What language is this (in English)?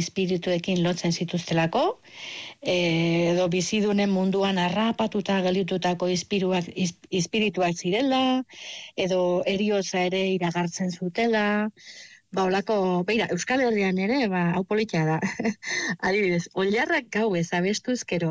Basque